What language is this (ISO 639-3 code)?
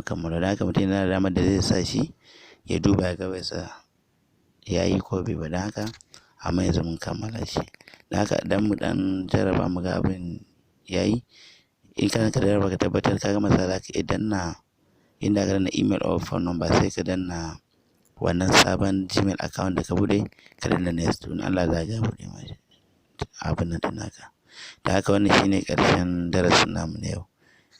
hau